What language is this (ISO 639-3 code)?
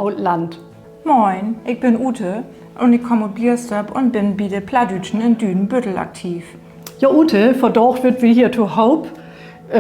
nds